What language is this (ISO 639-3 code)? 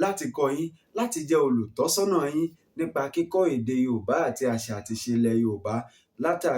yor